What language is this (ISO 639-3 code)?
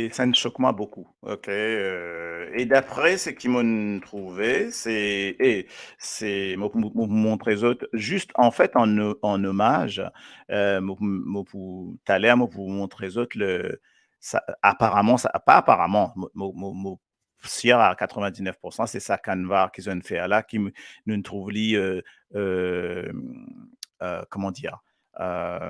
mfe